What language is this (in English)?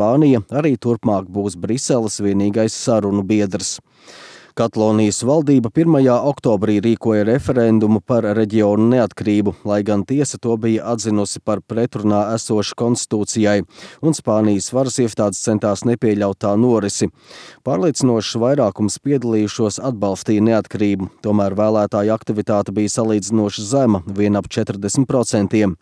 Latvian